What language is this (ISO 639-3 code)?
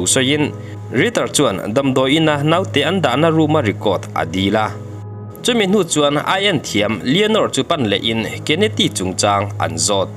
lus